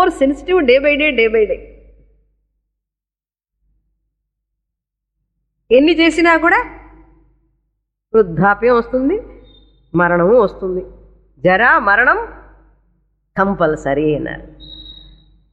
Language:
Telugu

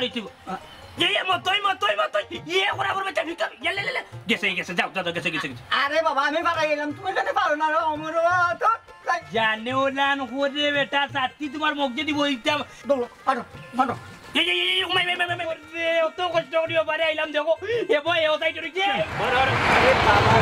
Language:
Sylheti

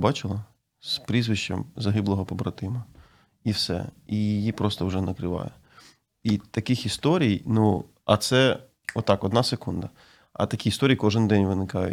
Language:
Ukrainian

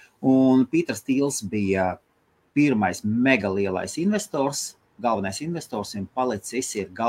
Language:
Latvian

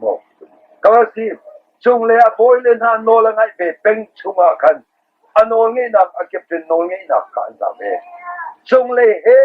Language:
Hakha Chin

